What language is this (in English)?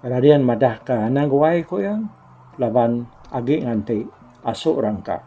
Iban